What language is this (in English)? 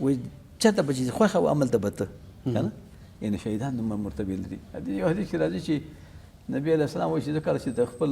Pashto